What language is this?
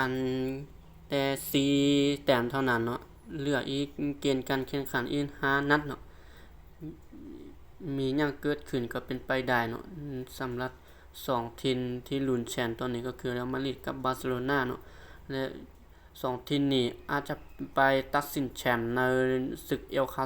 Lao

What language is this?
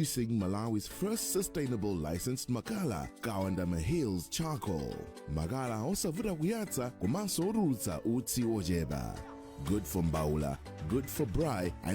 Nyanja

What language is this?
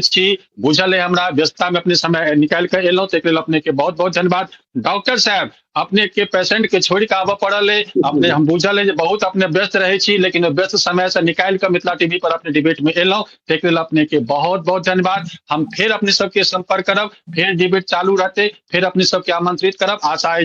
Maithili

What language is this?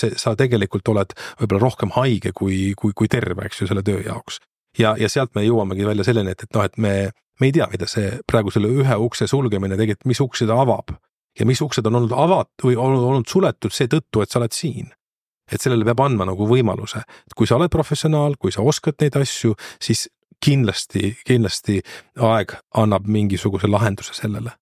Estonian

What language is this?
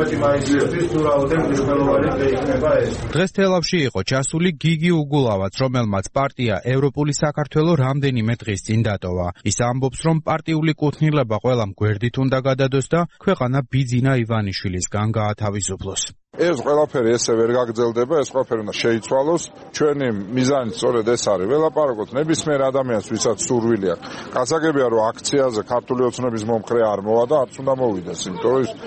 Georgian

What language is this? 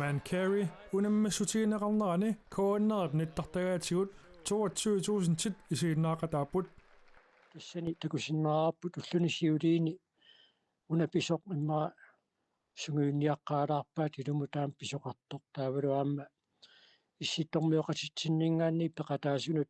Kalaallisut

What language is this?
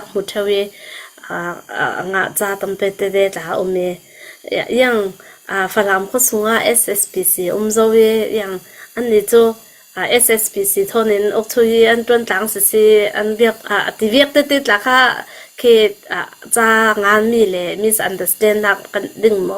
Falam Chin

